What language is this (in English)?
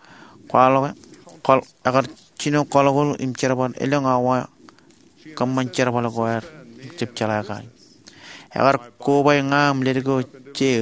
Marshallese